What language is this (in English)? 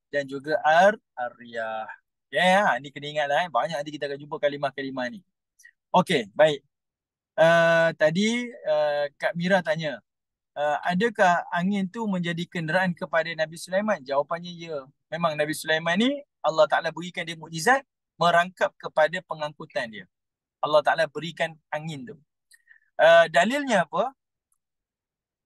Malay